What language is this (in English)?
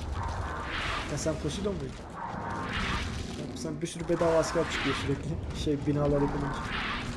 Turkish